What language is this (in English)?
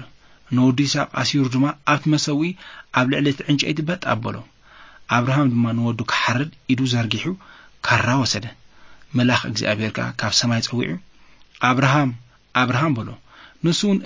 Tigrinya